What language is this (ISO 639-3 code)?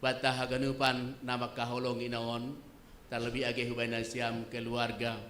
bts